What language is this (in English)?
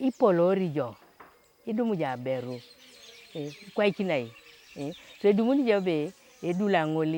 Teso